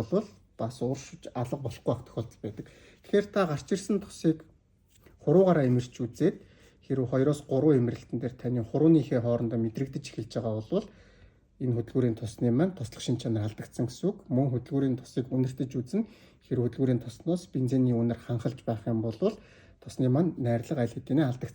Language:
Mongolian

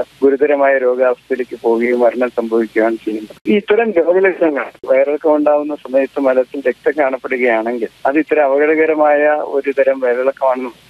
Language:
Malayalam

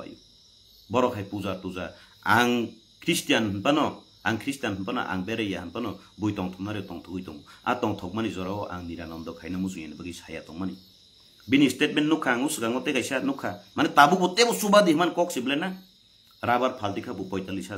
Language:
Kok Borok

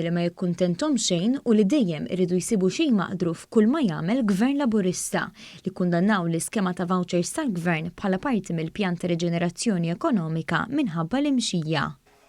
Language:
Maltese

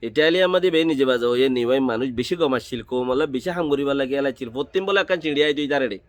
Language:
Rohingya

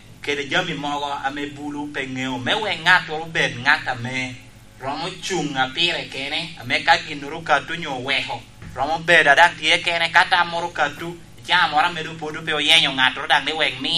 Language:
Lango (Uganda)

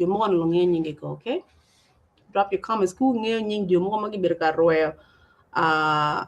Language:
Acoli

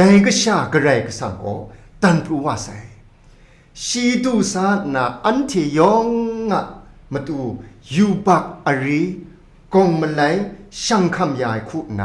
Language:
Kachin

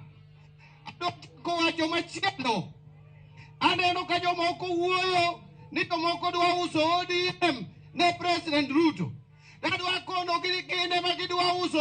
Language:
Luo (Kenya and Tanzania)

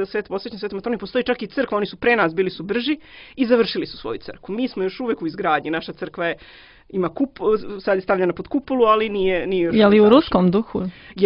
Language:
Serbian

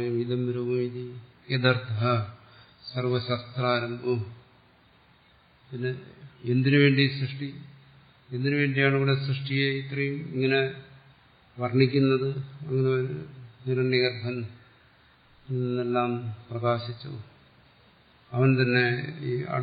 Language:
Malayalam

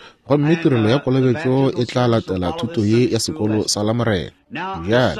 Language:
Northern Sotho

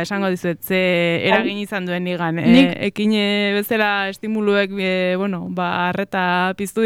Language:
Basque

